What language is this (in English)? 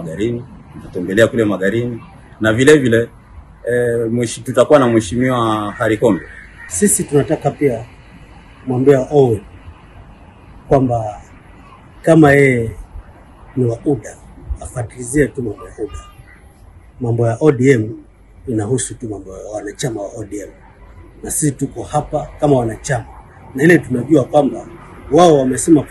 Swahili